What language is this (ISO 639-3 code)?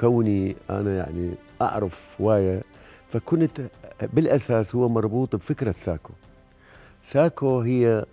acm